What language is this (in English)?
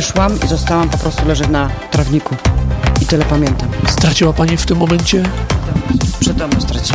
Polish